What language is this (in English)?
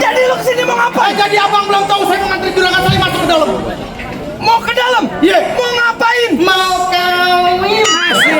Betawi